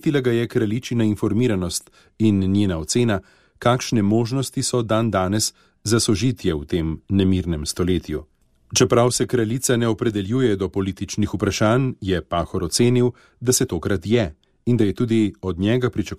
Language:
Slovenian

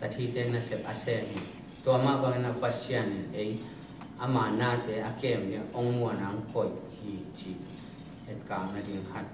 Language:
Tedim Chin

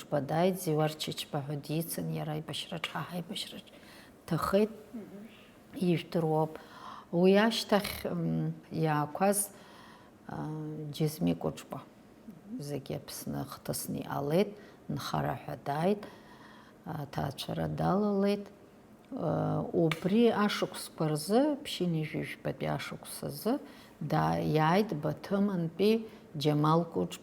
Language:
Abkhazian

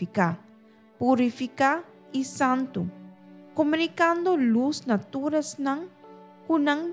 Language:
Papiamento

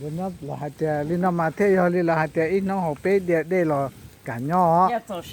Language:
Hmong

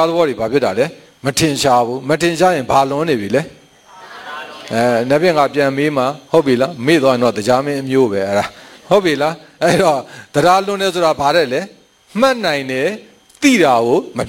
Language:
Burmese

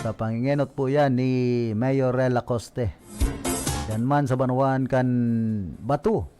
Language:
Bikol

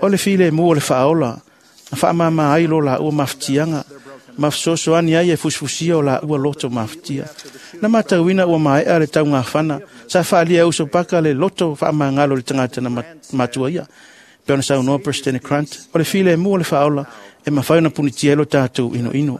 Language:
Samoan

